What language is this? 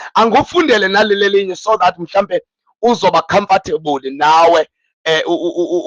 Zulu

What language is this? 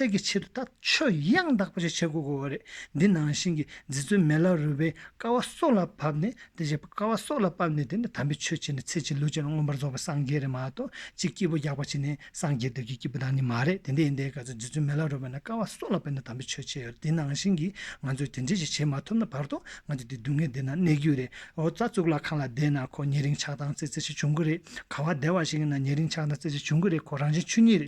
Tibetan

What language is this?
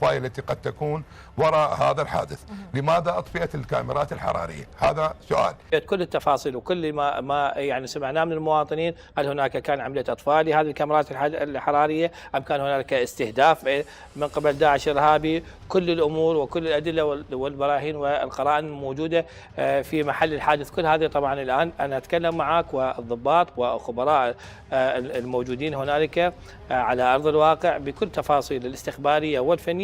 Mesopotamian Arabic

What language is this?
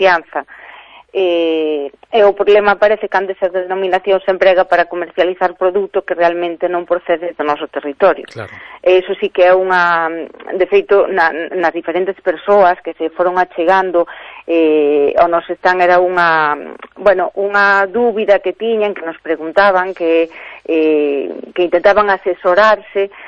Galician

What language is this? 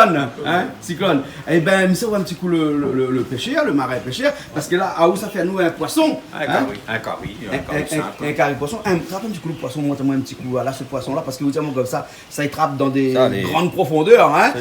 Réunion Creole French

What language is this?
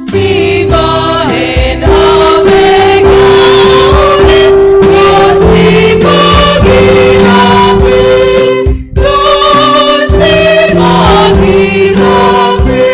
Batak Simalungun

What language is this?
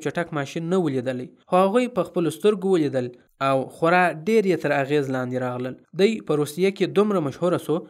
Pashto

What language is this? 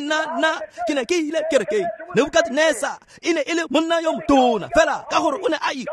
Tswana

